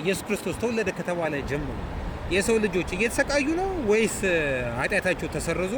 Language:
Amharic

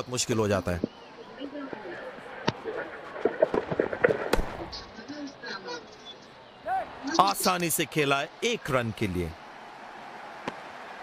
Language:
Hindi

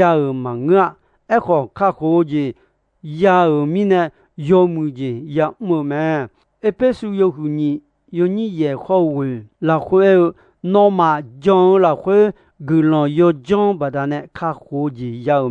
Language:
Akha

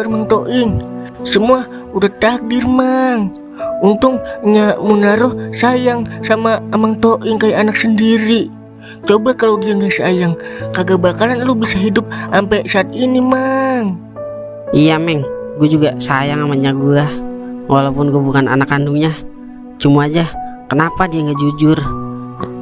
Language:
Betawi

